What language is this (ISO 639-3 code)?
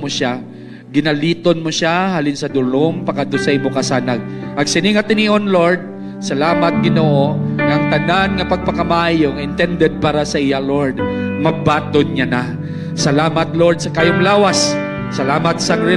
hil